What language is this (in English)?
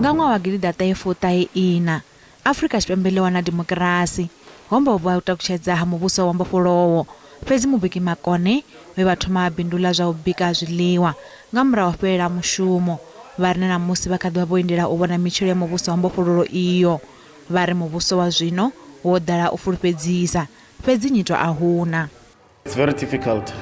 Venda